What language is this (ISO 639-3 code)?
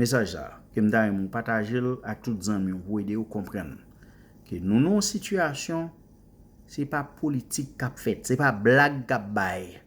hat